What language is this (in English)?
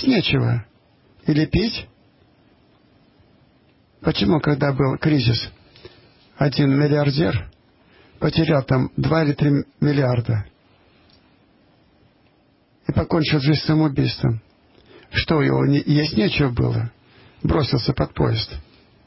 Russian